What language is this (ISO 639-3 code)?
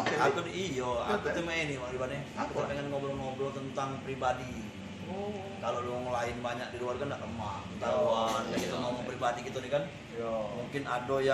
mui